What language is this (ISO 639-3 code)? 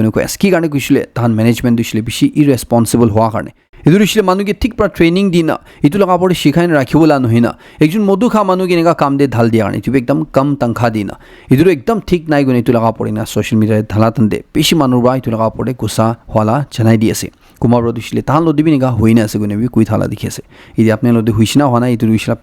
nag